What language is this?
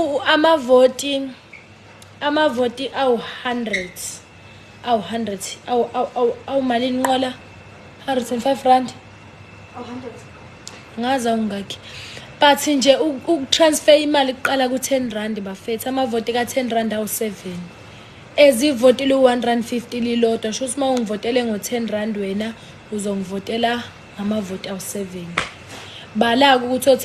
Zulu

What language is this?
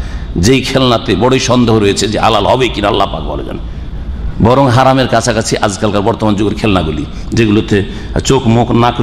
Bangla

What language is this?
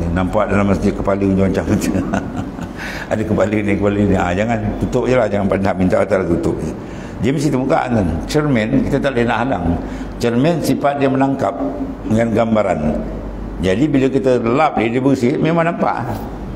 Malay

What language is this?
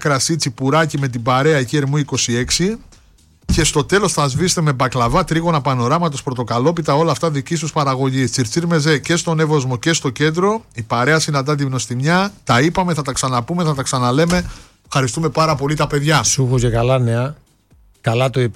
Greek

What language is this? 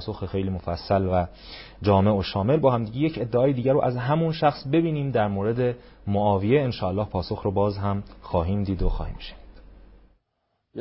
Persian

